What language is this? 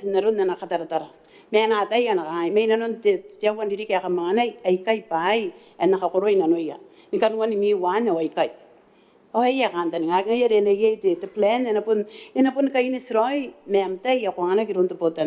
Gilbertese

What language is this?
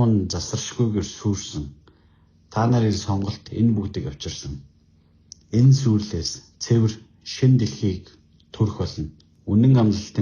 Mongolian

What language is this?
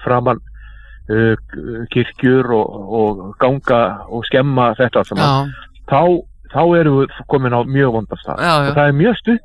Icelandic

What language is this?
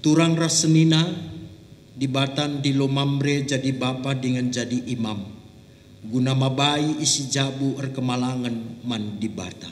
Batak Karo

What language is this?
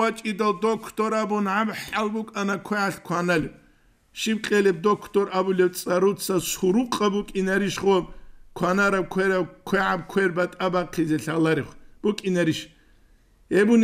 Avaric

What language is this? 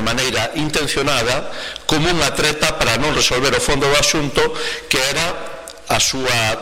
Galician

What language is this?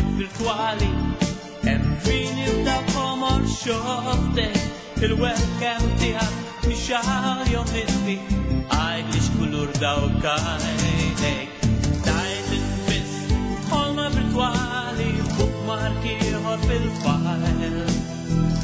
Maltese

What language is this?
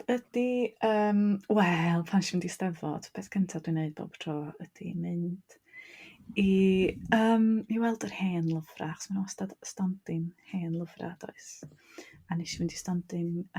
Welsh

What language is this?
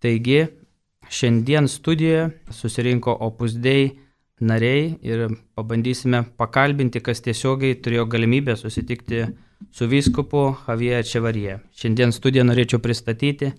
Lithuanian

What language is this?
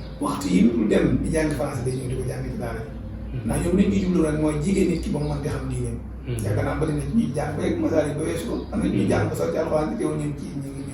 Wolof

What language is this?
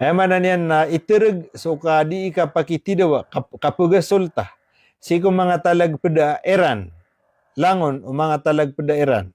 Maranao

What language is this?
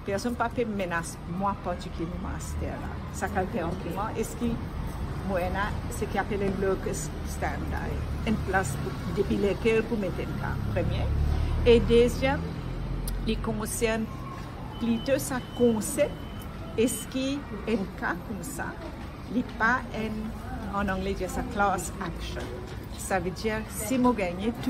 Morisyen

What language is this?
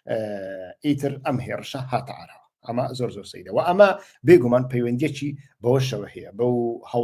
Central Kurdish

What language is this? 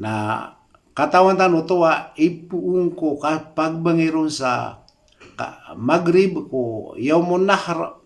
Maranao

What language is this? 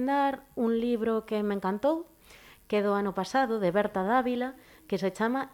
Galician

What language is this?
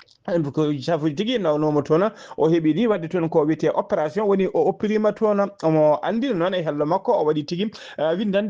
Fula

